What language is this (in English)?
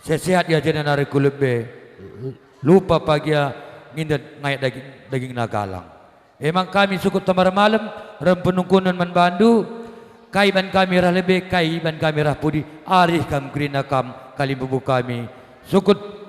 Batak Karo